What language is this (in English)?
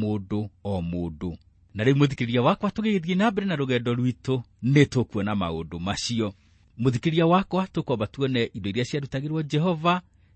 Kikuyu